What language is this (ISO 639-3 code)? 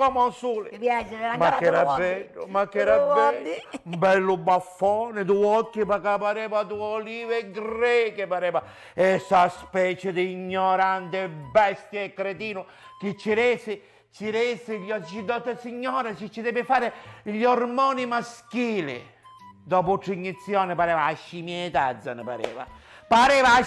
scn